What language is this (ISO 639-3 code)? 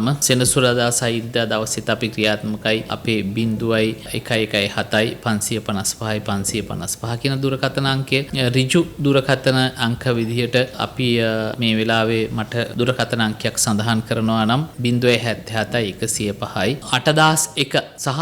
sin